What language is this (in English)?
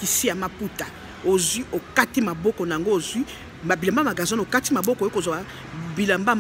Lingala